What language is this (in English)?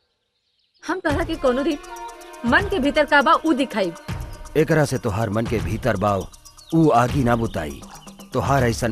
Bhojpuri